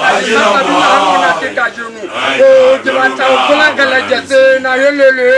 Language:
Southern Sotho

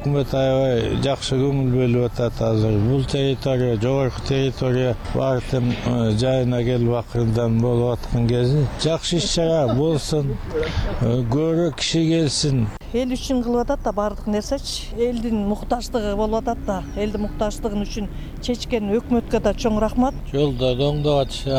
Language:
Kyrgyz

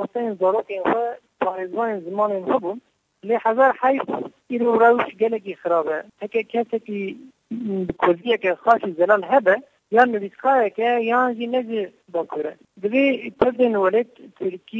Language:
Kurdish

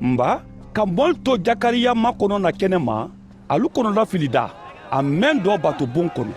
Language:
Mandingo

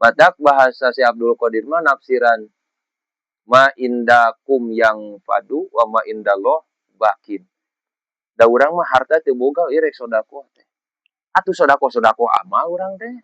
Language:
Sundanese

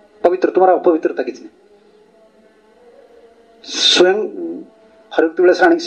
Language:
Odia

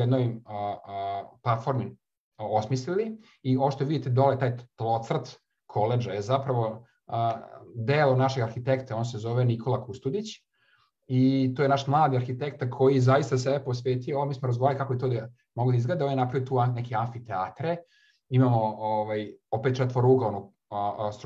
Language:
Serbian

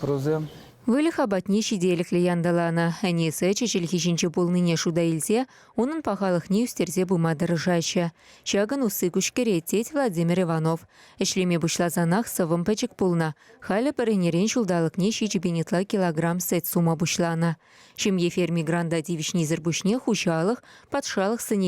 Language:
Chuvash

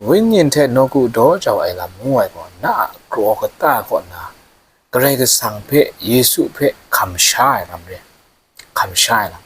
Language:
Kachin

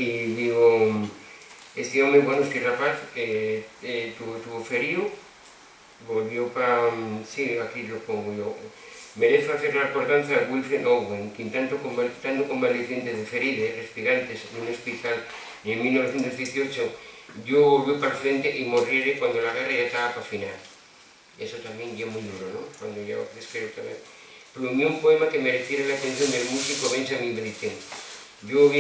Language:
Asturian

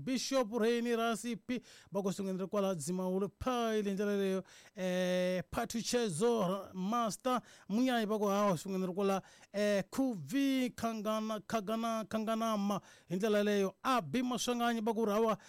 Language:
Tsonga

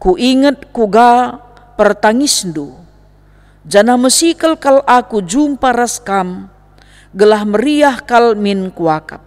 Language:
Batak Karo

